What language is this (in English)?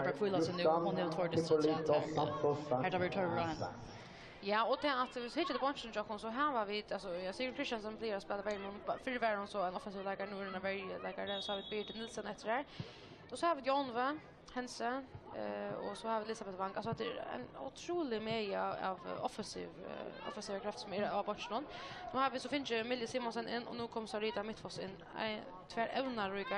Faroese